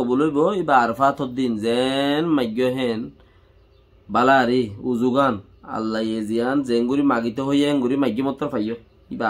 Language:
Rohingya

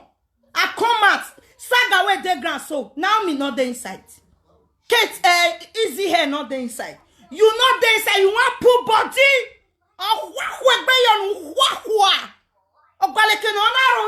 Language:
Nigerian Pidgin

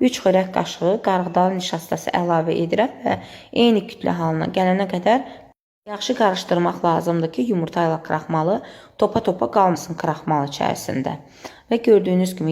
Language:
Azerbaijani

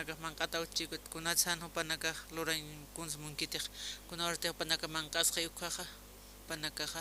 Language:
Aymara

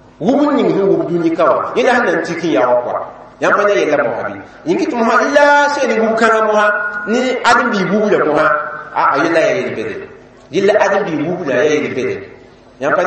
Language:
Mossi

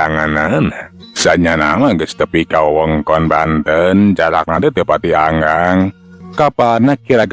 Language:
Sundanese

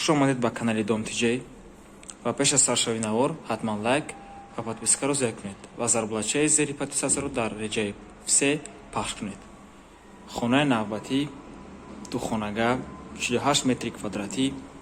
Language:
Tajik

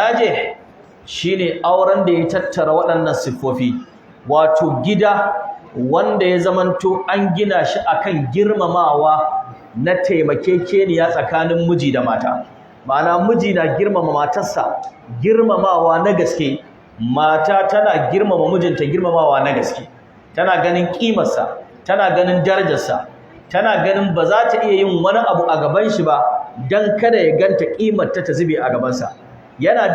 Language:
Hausa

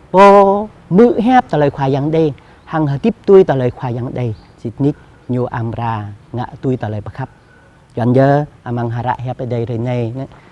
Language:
Jarai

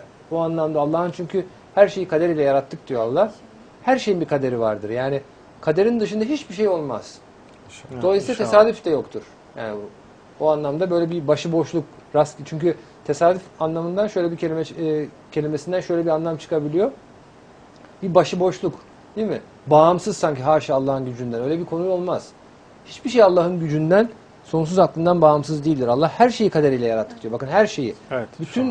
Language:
Turkish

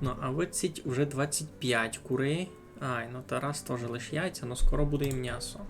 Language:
Rusyn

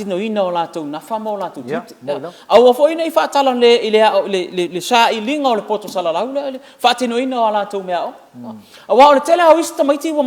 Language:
Samoan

